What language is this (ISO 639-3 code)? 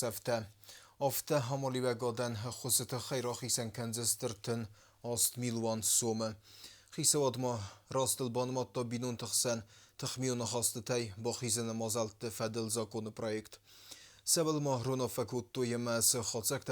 oss